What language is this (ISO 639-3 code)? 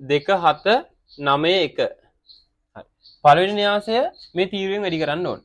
sin